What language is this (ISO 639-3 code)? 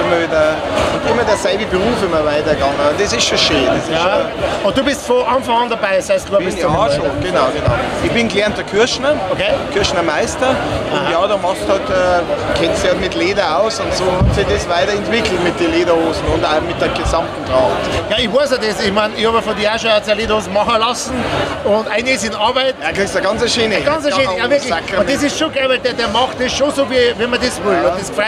bar